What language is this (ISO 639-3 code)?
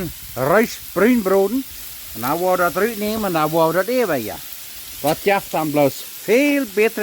pdt